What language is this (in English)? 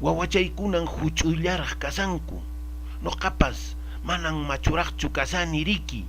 Quechua